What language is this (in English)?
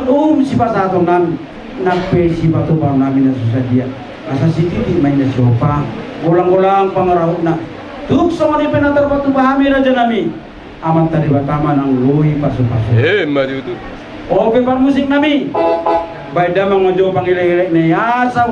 Batak Toba